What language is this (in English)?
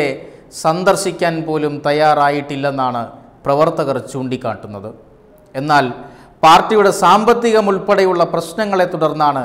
Malayalam